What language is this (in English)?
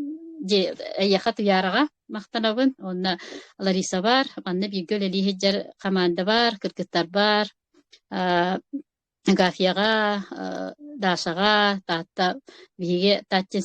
Yakut